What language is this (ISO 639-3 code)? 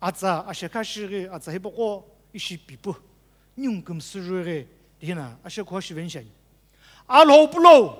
nsm